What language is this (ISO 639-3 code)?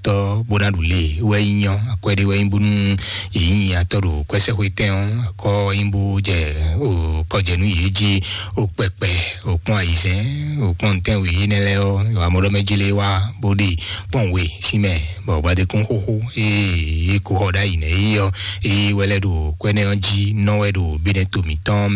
fon